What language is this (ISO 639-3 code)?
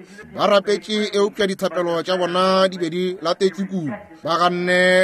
nso